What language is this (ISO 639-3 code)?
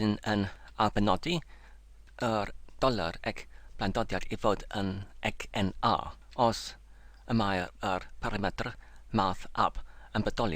cym